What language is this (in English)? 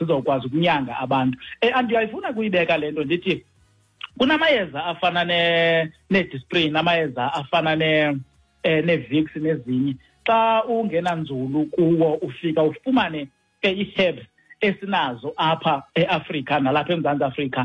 Xhosa